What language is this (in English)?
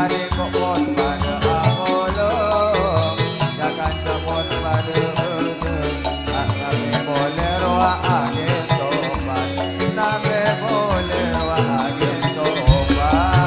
Madurese